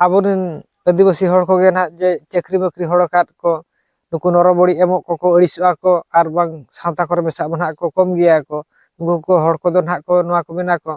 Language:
Santali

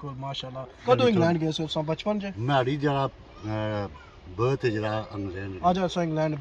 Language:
Pahari-Potwari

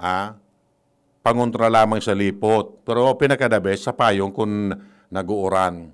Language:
Bikol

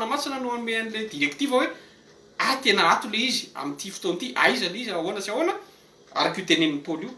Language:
Malagasy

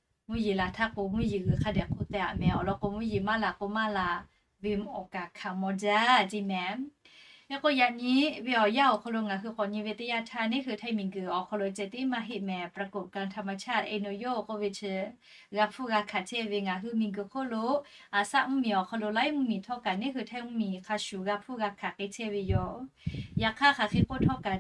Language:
Lahu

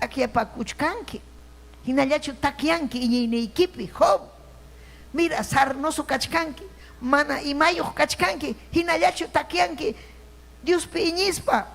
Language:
Ayacucho Quechua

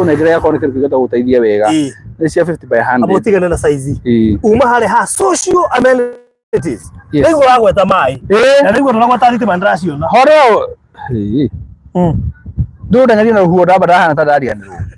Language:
Kikuyu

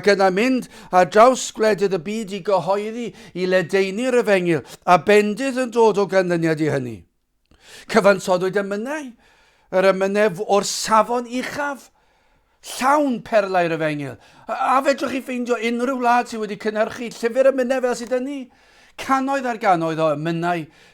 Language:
Welsh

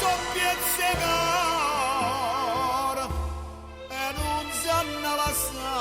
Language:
Neapolitan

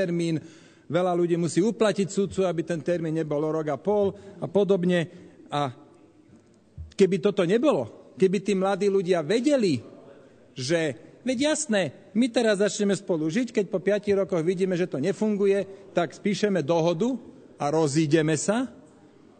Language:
Slovak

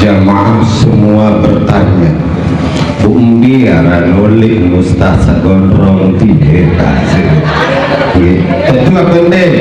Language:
Sasak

